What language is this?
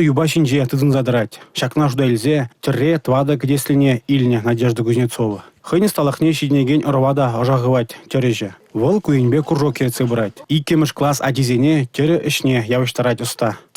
Chuvash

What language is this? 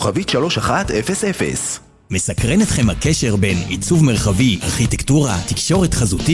Hebrew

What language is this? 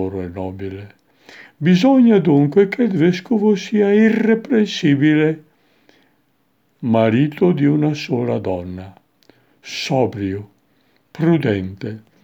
Italian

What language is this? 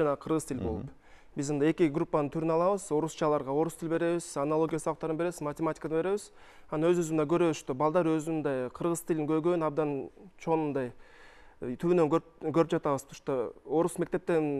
Kyrgyz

